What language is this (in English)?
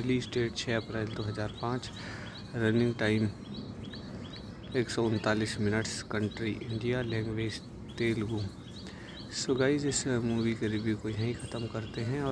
Hindi